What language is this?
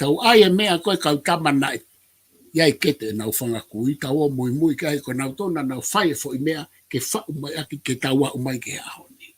Tongan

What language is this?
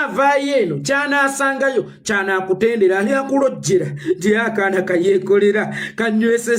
Ganda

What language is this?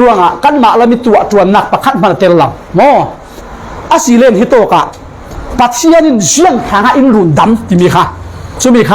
Falam Chin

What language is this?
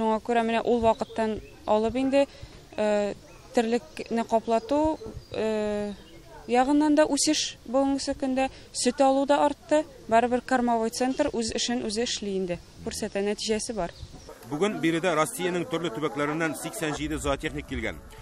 Tatar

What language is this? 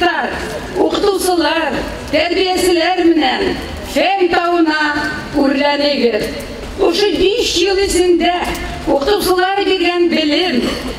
Bashkir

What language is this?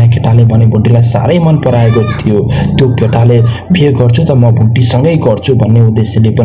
Nepali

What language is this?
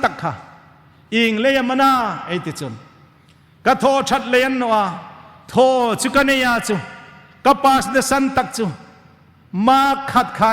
Hmar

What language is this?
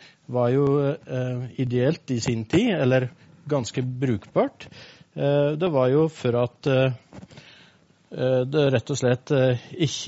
Norwegian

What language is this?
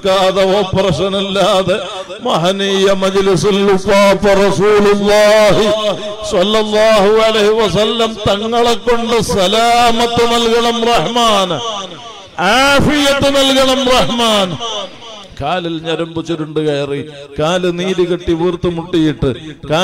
Malayalam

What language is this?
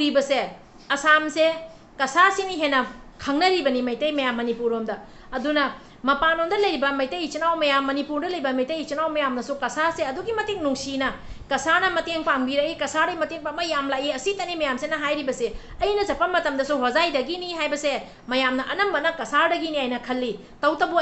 Manipuri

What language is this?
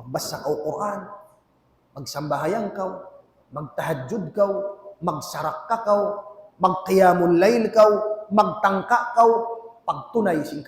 Tausug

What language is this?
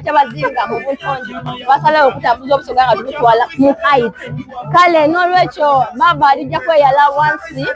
Soga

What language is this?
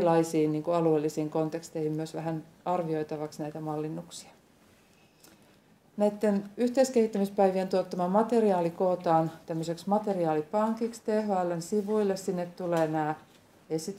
Finnish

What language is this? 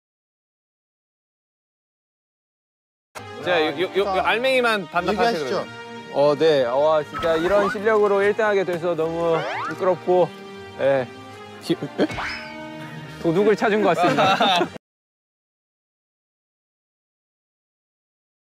Korean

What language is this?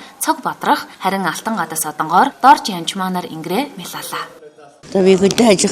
Mongolian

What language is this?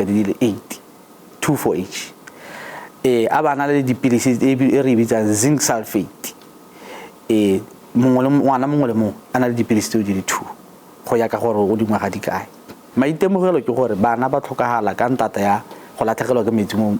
Tswana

